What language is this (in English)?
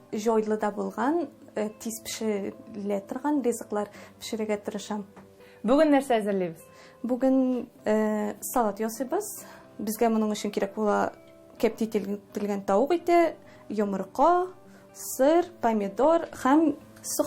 Tatar